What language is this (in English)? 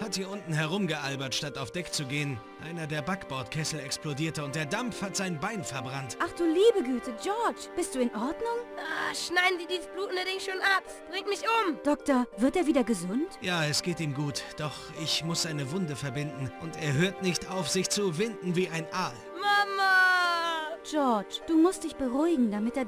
Bavarian